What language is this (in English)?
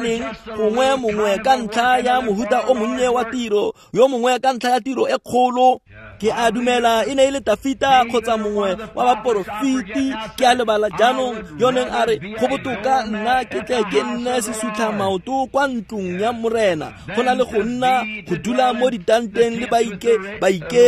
Tswana